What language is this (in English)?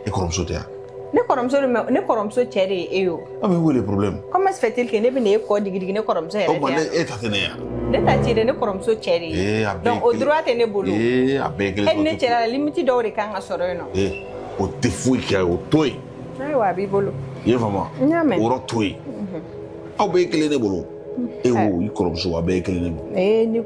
Bambara